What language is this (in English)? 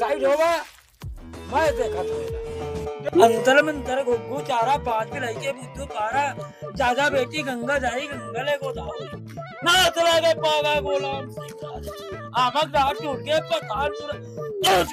Chhattisgarhi